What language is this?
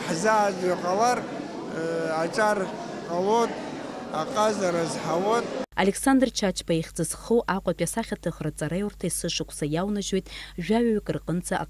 Abkhazian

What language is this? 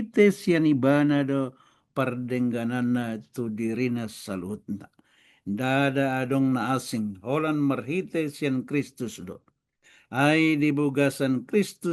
Batak Toba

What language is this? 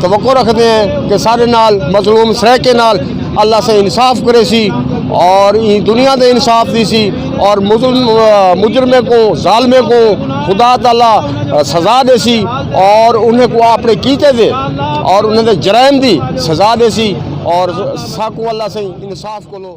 Saraiki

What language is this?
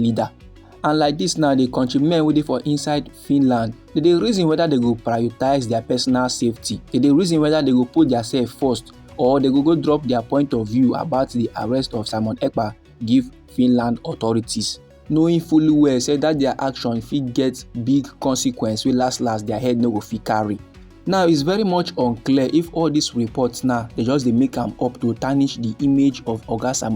Nigerian Pidgin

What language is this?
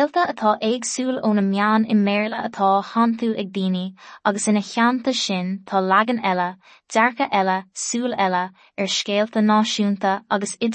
Irish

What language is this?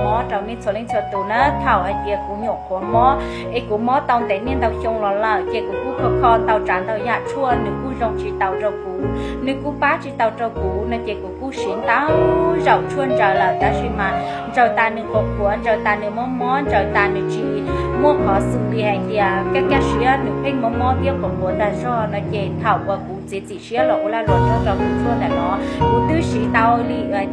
Hmong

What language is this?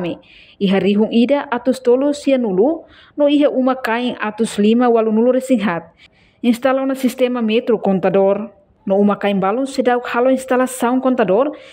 Tetum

